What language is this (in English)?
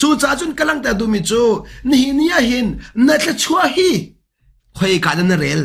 Hakha Chin